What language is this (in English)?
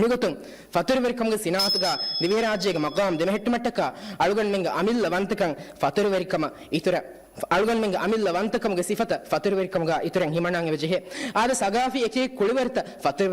Divehi